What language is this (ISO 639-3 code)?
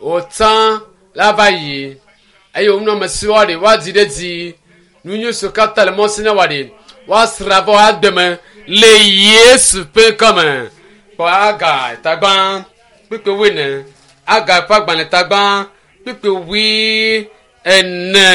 ewe